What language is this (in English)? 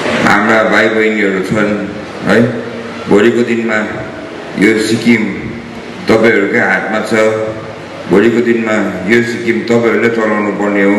Nepali